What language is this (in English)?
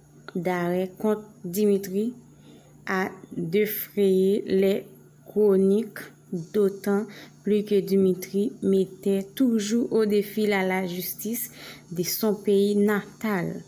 Haitian Creole